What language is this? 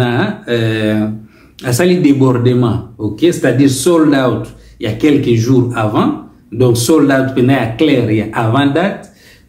Lingala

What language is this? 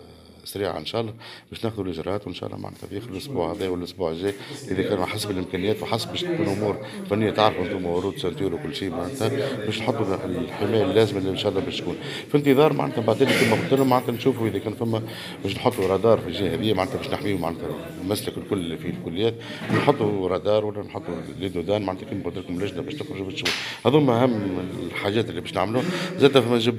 Tunisian Arabic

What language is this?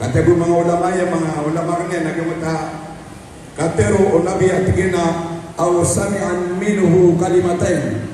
Maranao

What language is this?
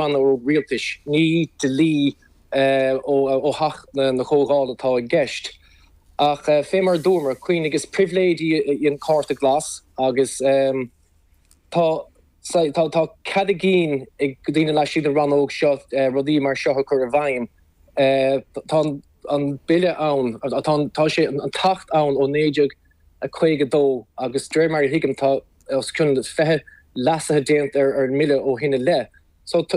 Irish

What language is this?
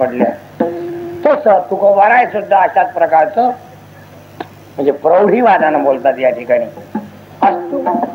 Marathi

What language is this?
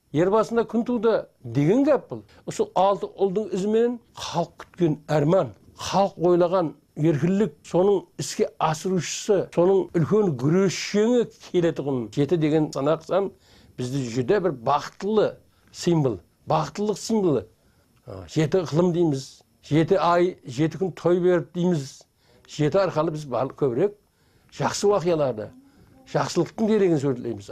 Kara-Kalpak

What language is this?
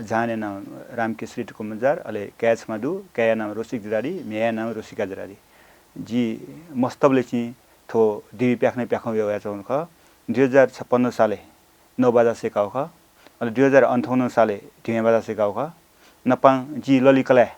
Newari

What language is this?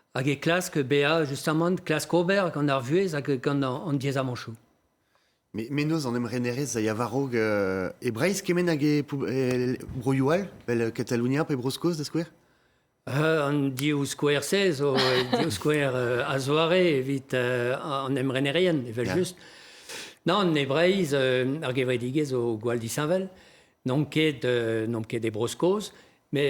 Breton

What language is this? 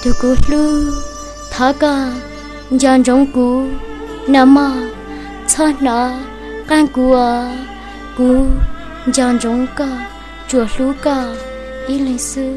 Hmong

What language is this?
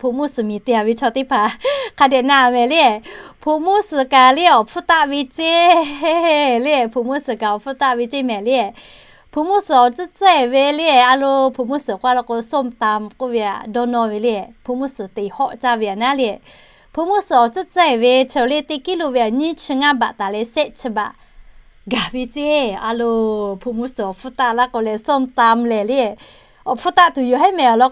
Lahu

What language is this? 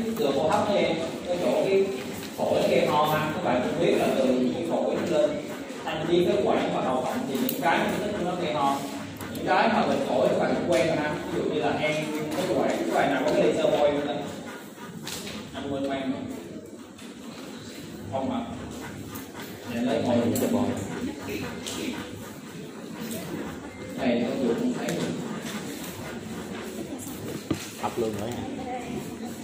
Vietnamese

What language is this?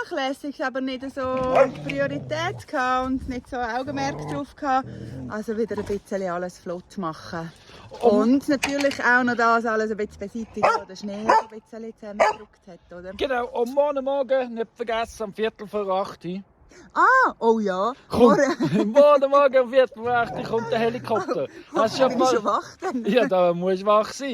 Swiss German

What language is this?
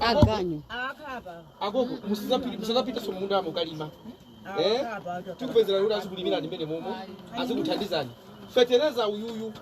Nyanja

